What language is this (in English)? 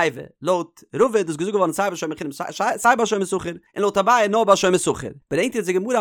Yiddish